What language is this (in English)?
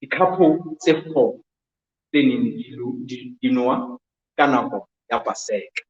Southern Sotho